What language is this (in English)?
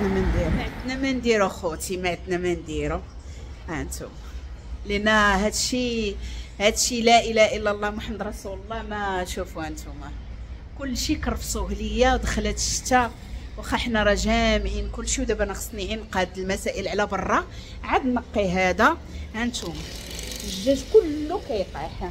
Moroccan Arabic